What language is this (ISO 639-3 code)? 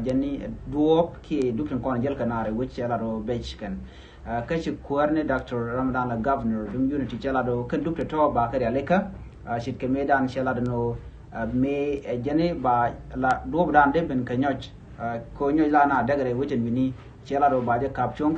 nus